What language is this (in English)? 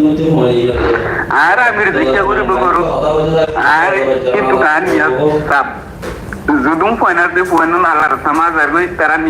Rohingya